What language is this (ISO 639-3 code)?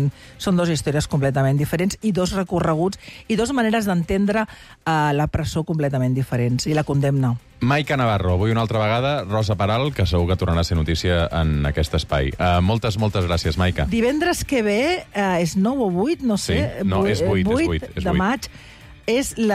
cat